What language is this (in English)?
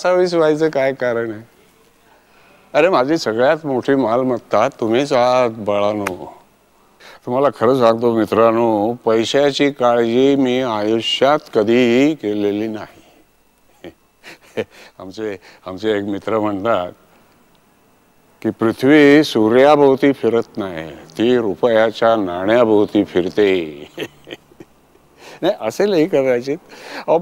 Marathi